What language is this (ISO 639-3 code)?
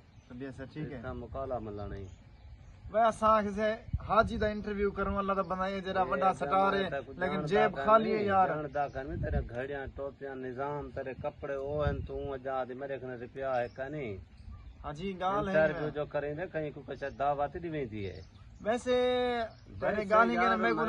skr